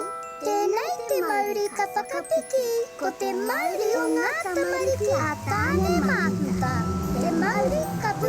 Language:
Māori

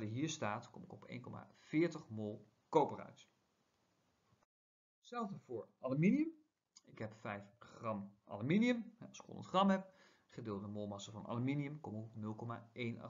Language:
Dutch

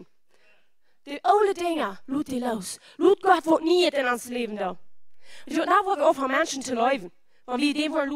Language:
Plautdietsch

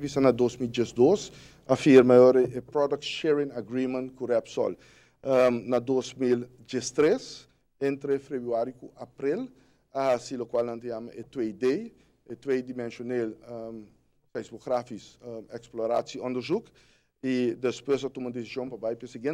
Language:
Papiamento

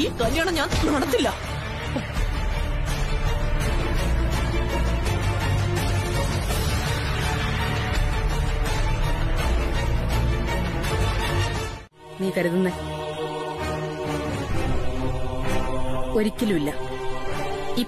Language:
Malayalam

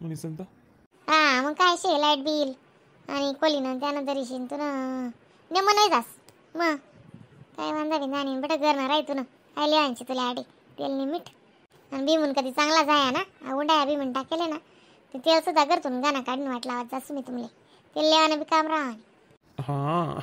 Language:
Khandesi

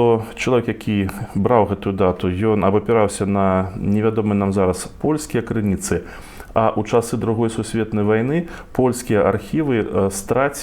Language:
Belarusian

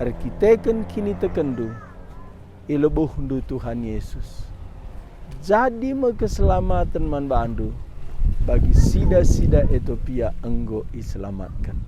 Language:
Batak Karo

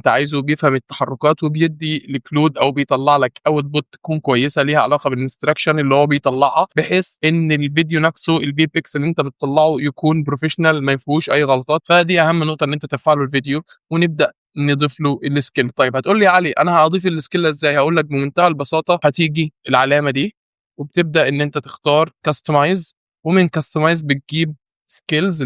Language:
Egyptian Arabic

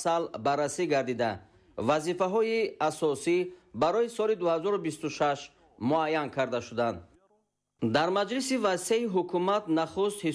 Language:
Tajik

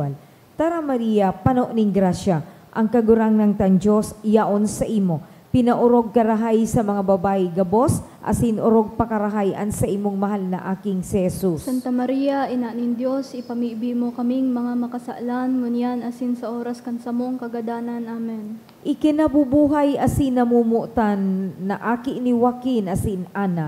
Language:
Bikol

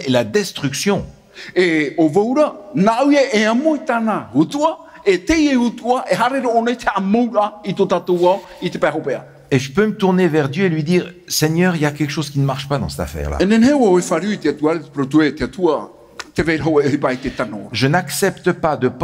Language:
Tahitian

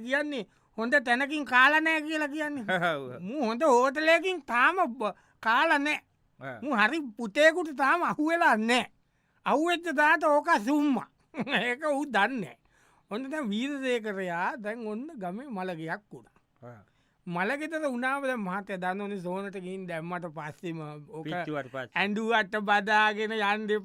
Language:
Sinhala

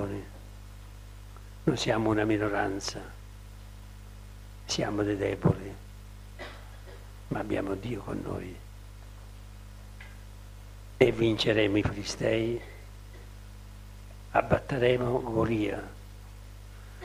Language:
Italian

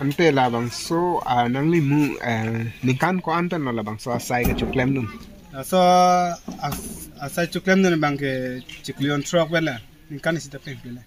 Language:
Karbi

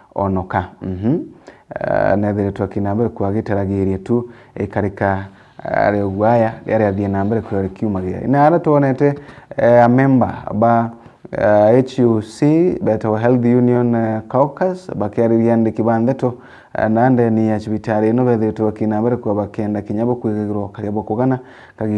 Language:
Meru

